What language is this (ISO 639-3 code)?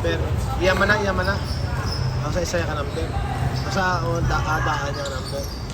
hil